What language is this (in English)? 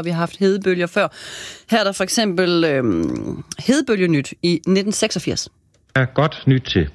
Danish